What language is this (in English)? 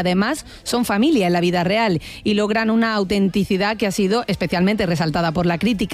Spanish